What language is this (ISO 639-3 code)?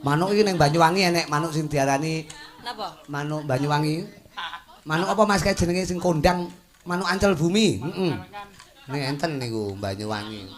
jav